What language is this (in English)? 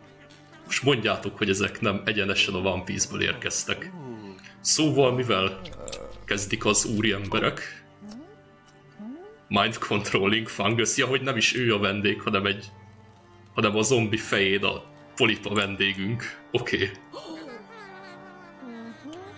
Hungarian